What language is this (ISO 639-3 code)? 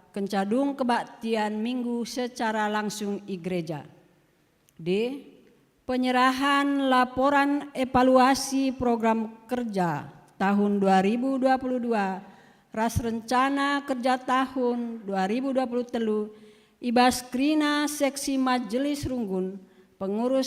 btx